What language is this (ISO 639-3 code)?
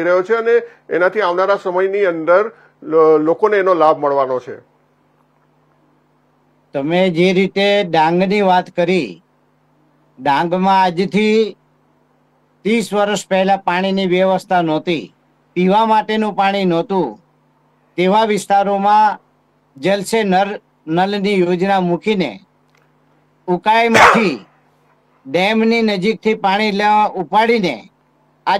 guj